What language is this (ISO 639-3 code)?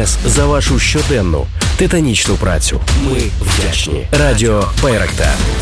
ukr